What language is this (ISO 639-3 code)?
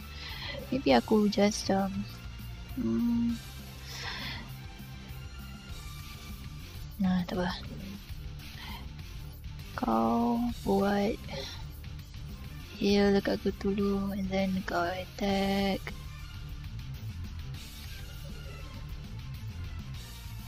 msa